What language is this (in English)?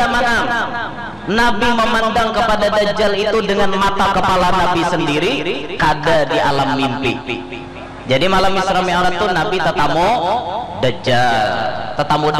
Banjar